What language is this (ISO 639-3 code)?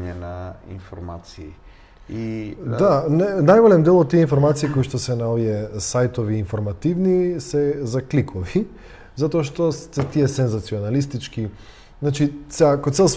mkd